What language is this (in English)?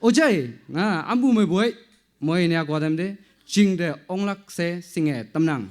Naga Pidgin